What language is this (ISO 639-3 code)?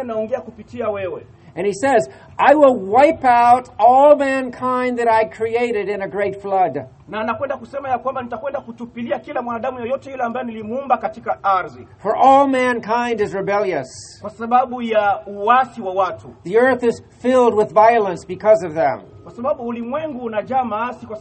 swa